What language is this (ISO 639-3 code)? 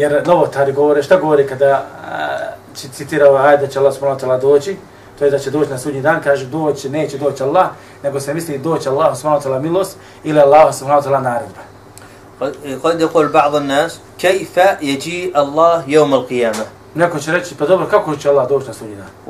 bos